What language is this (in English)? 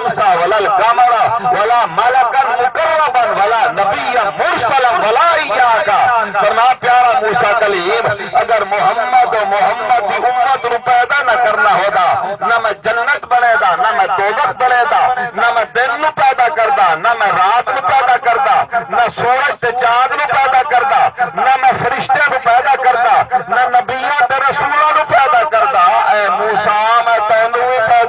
Saraiki